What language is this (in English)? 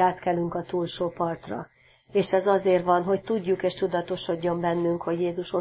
Hungarian